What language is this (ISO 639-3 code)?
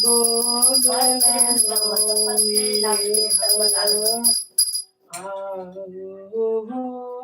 mai